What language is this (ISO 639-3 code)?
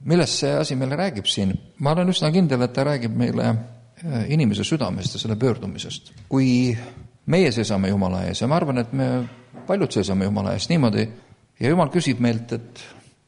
est